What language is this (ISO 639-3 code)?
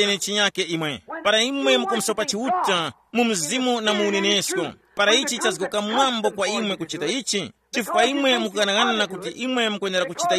tum